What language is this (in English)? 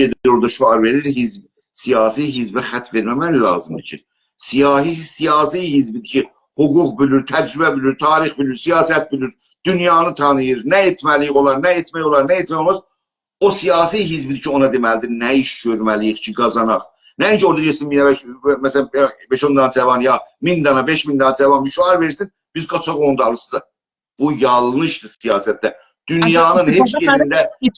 South Azerbaijani